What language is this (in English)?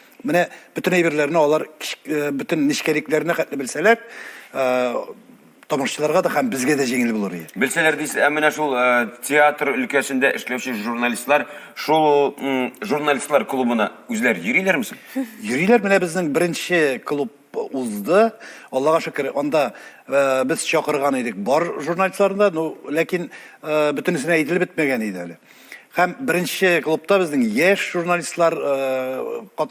Tatar